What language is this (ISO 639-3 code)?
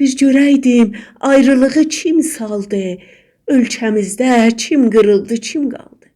azb